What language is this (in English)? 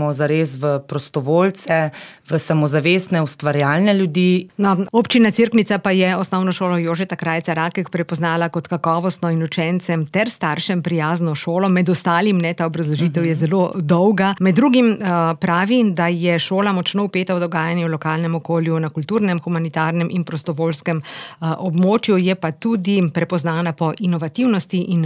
Slovenian